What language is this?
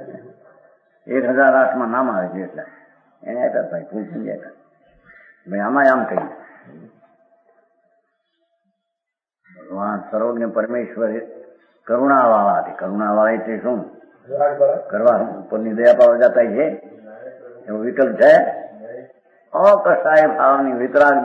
Gujarati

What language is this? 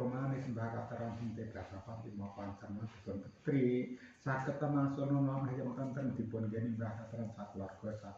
Javanese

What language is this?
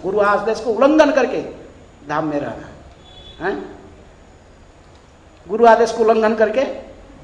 Hindi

